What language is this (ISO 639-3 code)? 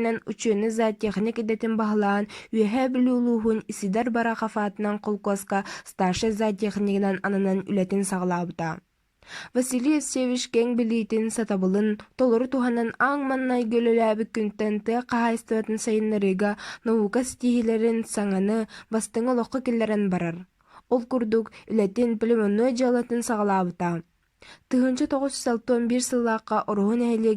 sah